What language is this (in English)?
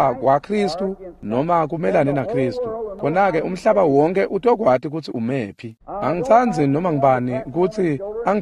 Swati